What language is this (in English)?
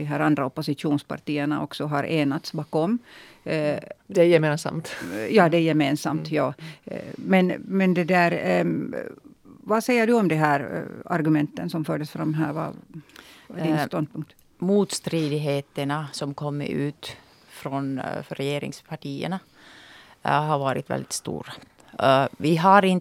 Swedish